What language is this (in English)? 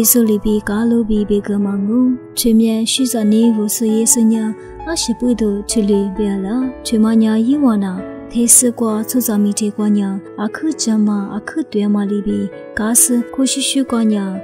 Lisu